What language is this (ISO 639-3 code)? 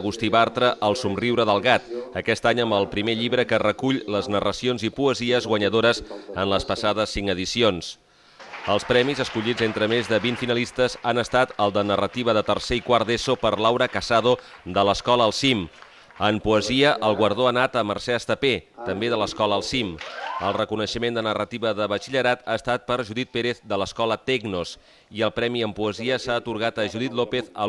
cat